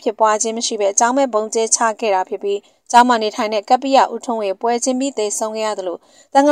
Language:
Burmese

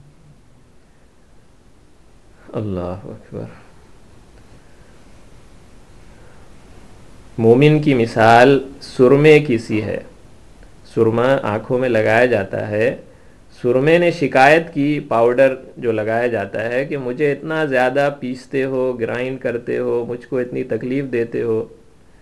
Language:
Urdu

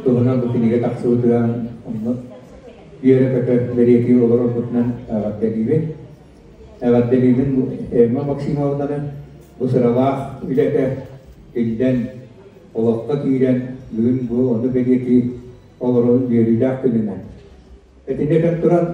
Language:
Yakut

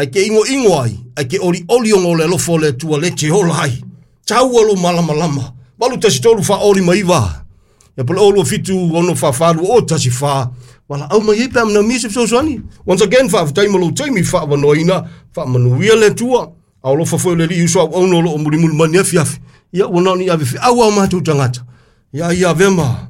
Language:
Samoan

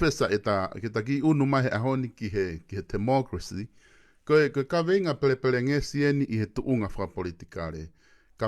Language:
Tongan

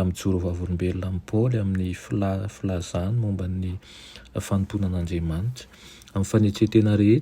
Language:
Malagasy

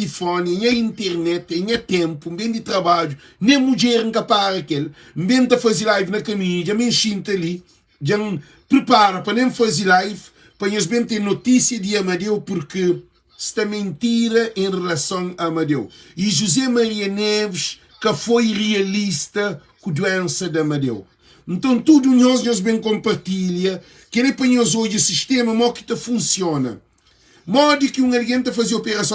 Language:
Kabuverdianu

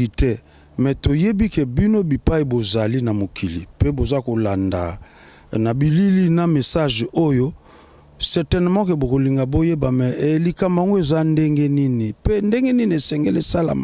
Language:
Lingala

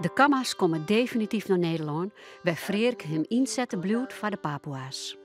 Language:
Western Frisian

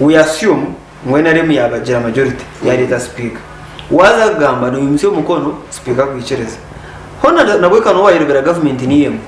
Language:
Nyankole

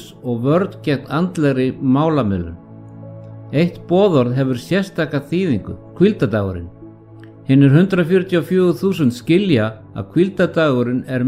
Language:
Icelandic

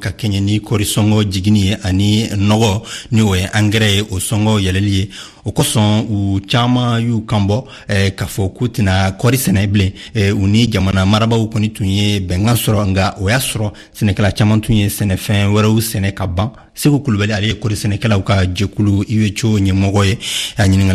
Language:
Bambara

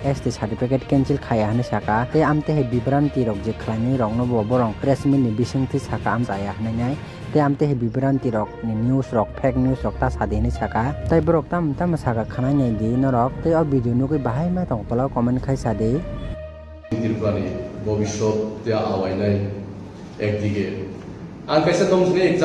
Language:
Kok Borok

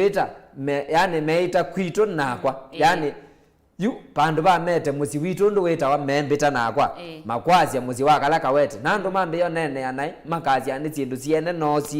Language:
Kamba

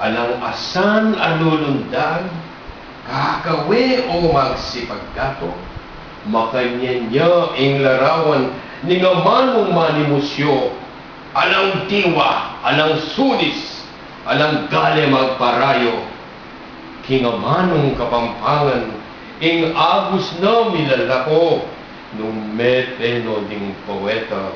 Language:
Pampanga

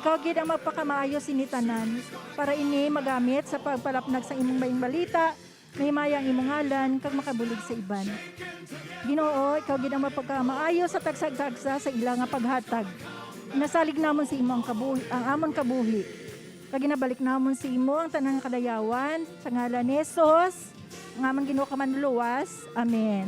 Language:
Hiligaynon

